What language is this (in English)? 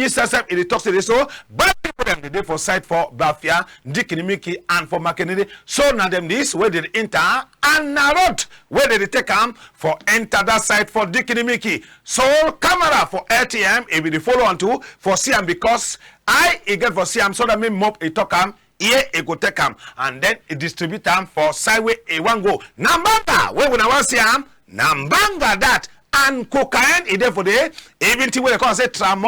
Cameroon Pidgin